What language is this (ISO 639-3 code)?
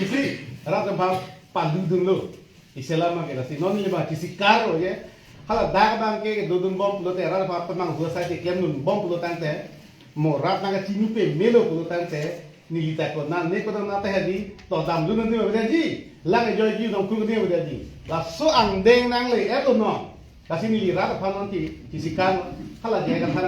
mjw